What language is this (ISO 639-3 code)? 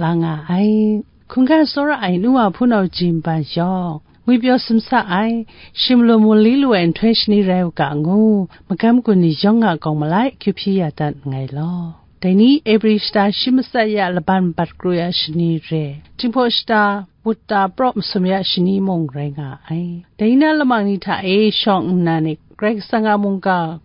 kac